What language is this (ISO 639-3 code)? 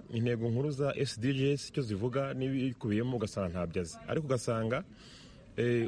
kin